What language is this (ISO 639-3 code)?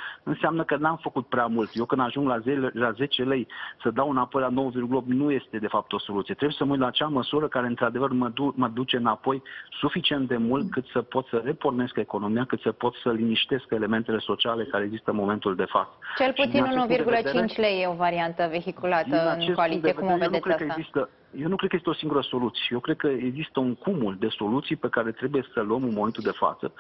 ron